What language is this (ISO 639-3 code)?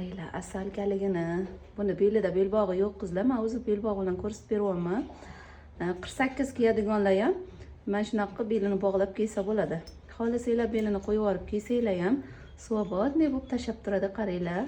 uzb